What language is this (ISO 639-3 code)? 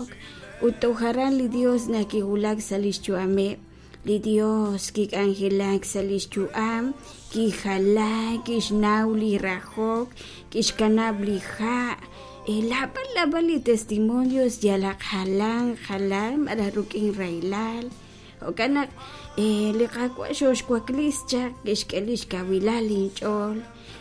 kek